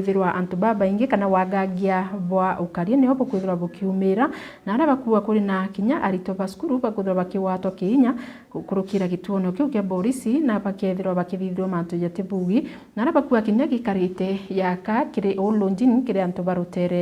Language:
Meru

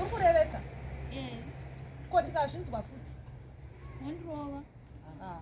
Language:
Shona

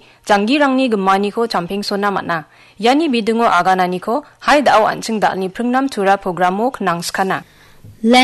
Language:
Garo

